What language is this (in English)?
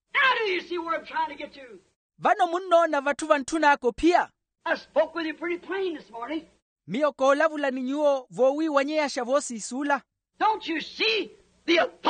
Makhuwa